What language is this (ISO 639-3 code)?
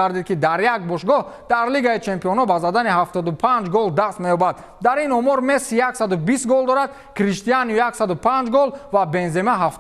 tgk